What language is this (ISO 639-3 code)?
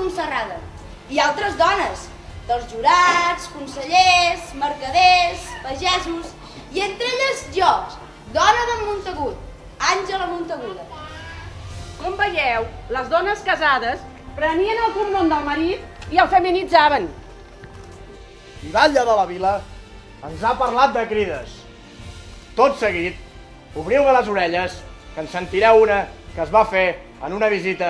cat